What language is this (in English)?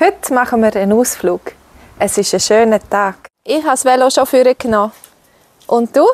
Swiss German